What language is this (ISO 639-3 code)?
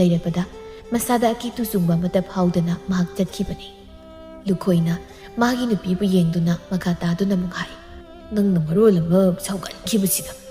mni